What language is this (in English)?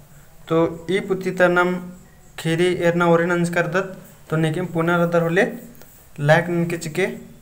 Kurukh